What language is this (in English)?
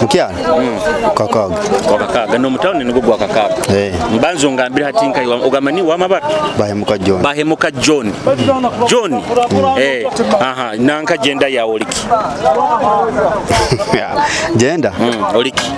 Nyoro